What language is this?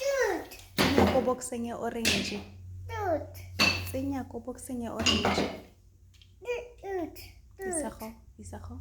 Tswana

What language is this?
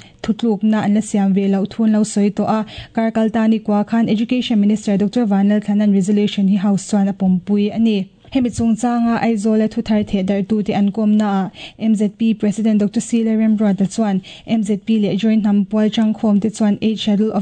Mizo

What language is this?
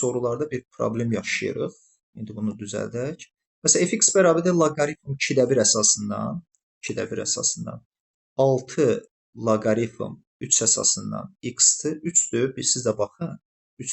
Azerbaijani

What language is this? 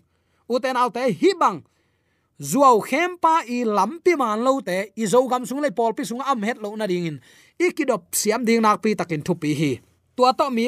Tedim Chin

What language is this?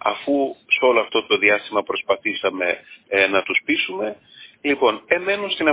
Greek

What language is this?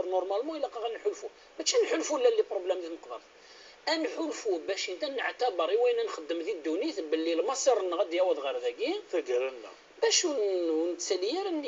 Kabyle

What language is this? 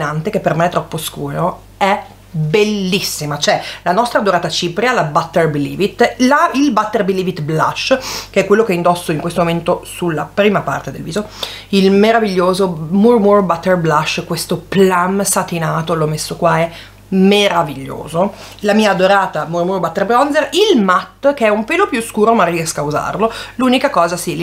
Italian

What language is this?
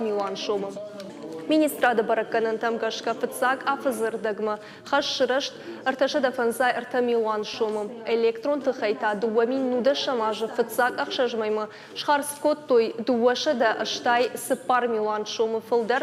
Ossetic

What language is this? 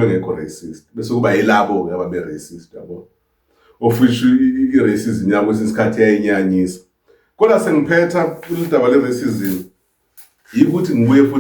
Zulu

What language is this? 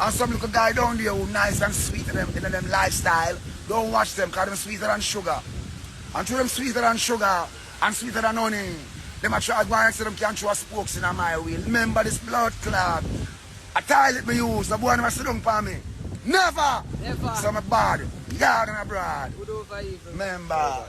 Jamaican Creole English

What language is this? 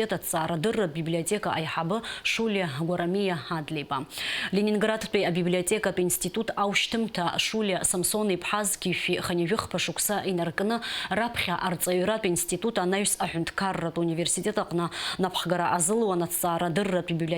Abkhazian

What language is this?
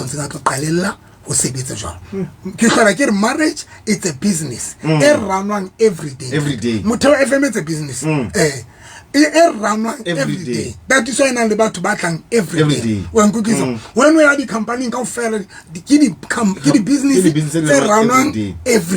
Southern Sotho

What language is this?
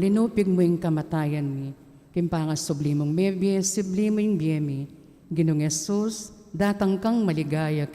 Pampanga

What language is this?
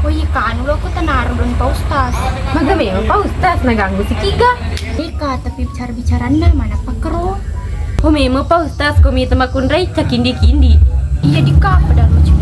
Buginese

